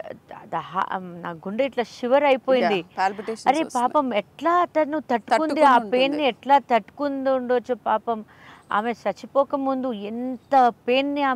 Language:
Telugu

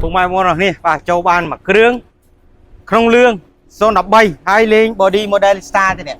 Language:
Khmer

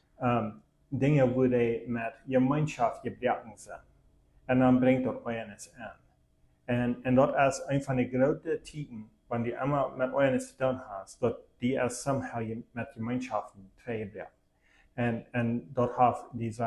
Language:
Plautdietsch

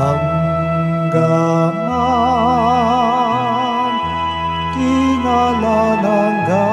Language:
Pampanga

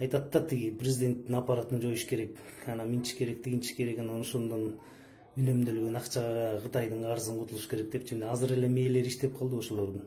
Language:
Kyrgyz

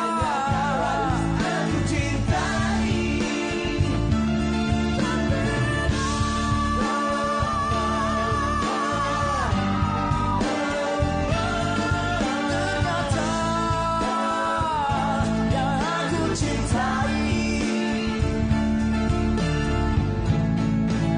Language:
Malay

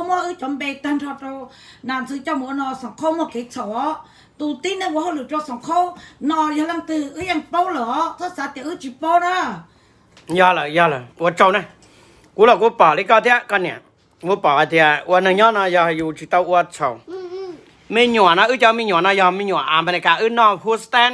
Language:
Hmong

